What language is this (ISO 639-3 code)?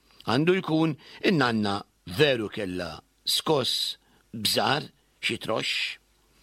mlt